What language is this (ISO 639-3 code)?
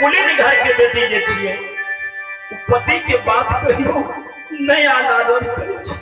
mai